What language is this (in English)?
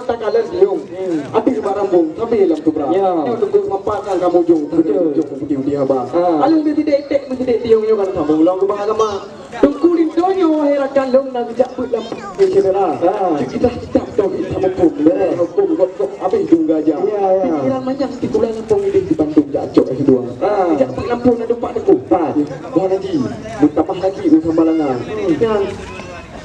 Achinese